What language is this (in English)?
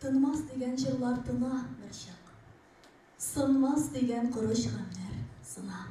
Tatar